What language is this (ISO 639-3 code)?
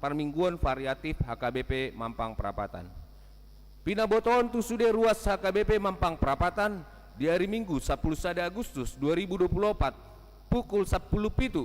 bbc